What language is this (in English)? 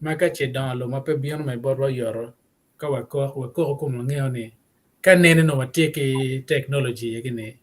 Acoli